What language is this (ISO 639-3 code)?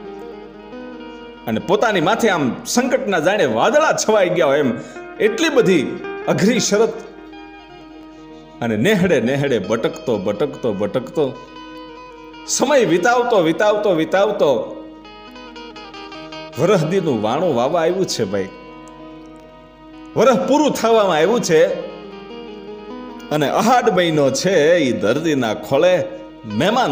guj